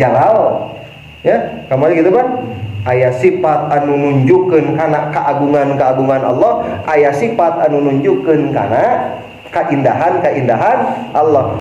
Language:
Sundanese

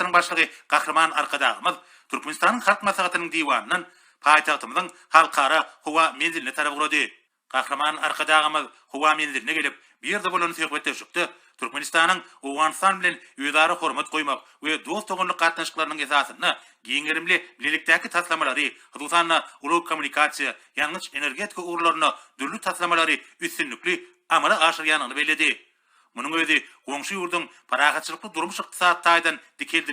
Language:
Turkmen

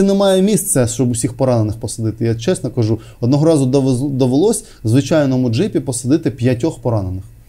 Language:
Ukrainian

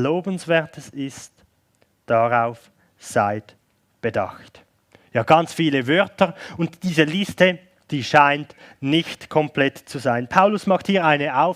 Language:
Swiss German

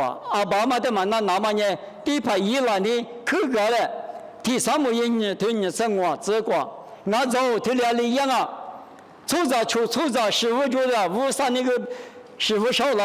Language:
Lisu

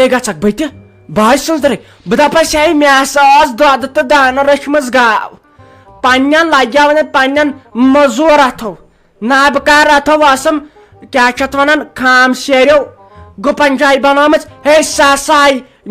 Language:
Kashmiri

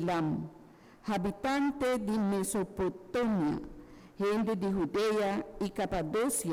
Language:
Papiamento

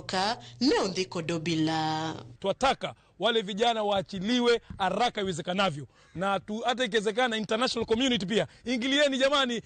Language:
Luo (Kenya and Tanzania)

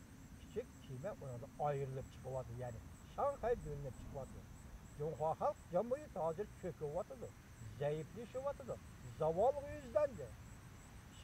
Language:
Uyghur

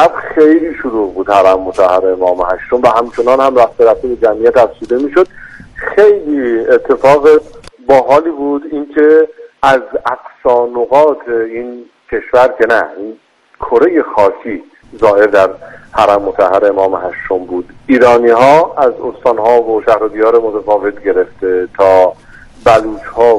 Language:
Persian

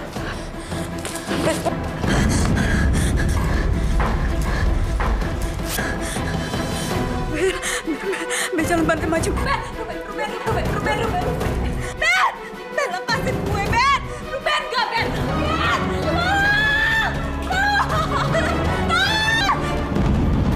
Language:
Indonesian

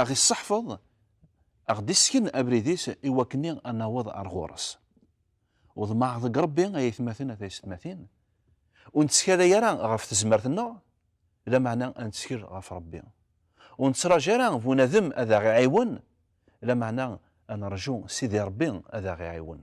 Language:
Kabyle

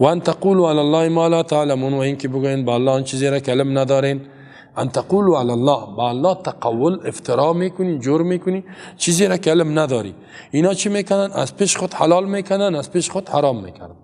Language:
Persian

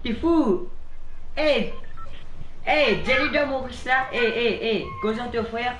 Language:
Morisyen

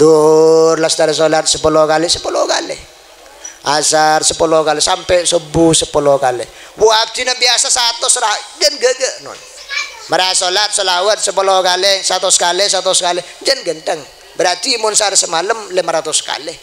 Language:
Madurese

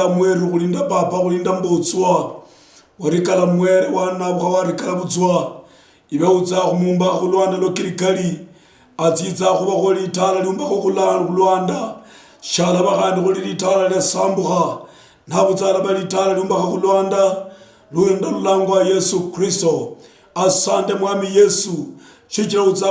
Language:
Luyia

